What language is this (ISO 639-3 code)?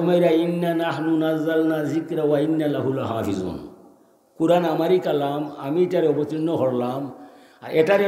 syl